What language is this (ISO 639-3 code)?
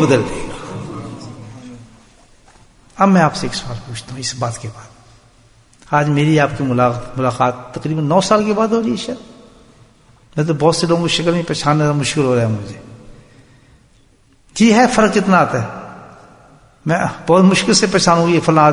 urd